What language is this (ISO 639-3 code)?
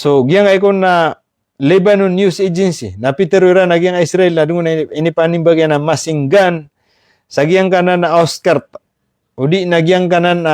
mrw